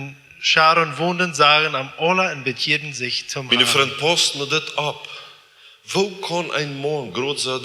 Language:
Plautdietsch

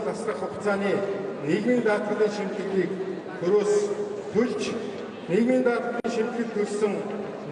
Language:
Mongolian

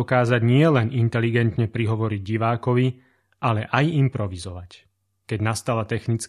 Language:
Slovak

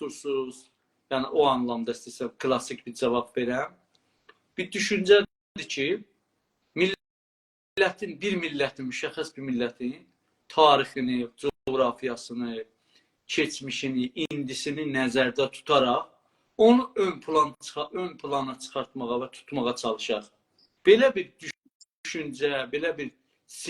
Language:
South Azerbaijani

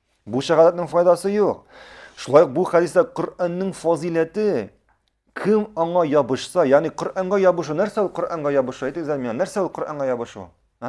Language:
Tatar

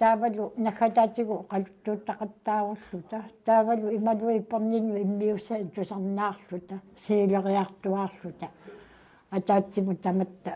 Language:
Kalaallisut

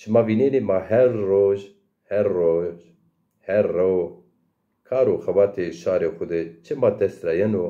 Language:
Zaza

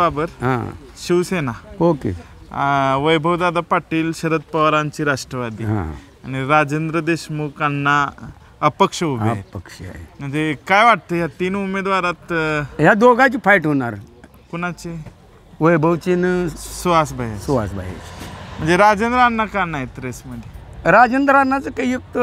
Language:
Marathi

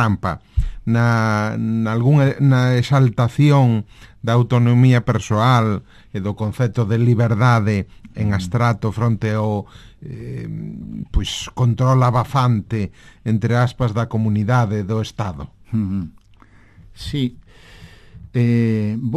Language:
Galician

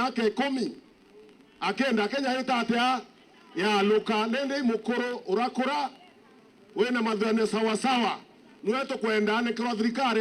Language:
Meru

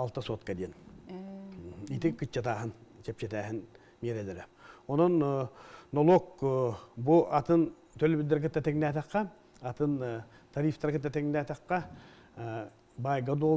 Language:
Yakut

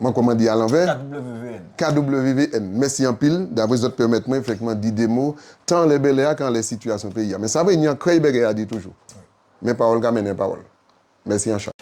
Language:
Guadeloupean Creole French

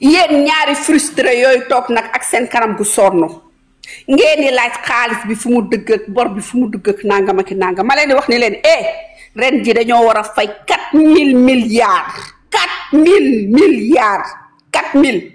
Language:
Wolof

